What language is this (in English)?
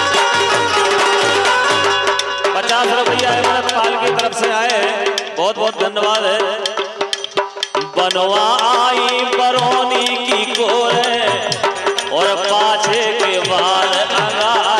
Bundeli